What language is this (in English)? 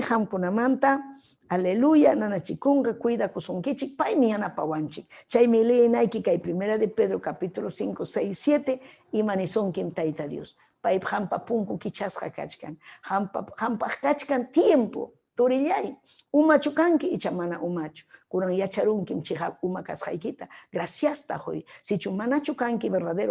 Ayacucho Quechua